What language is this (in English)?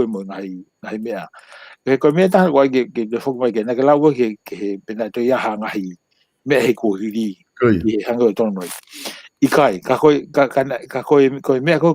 Tongan